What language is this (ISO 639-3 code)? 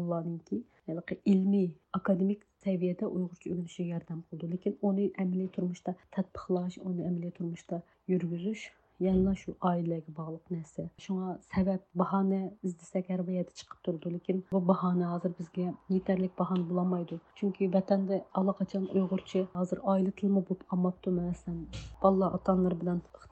uig